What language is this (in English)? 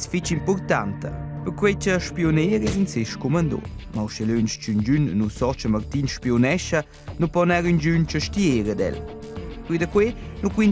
Romansh